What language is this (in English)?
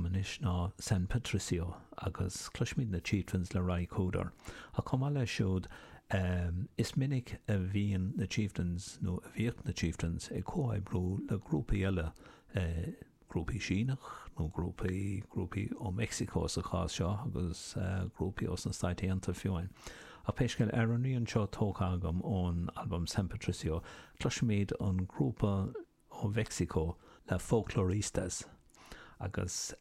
Irish